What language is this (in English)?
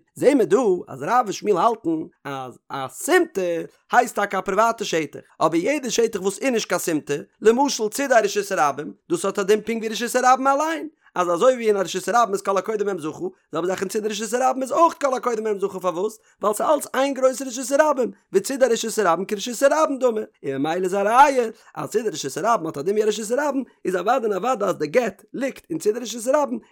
Yiddish